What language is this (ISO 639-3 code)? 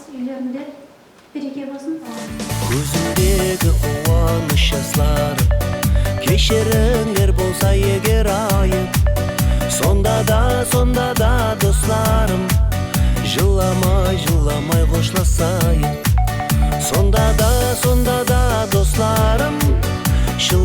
kaa